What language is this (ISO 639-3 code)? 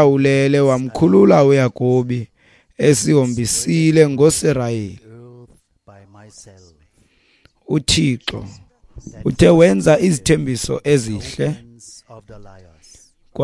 xho